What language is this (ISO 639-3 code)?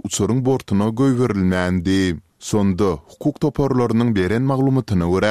tuk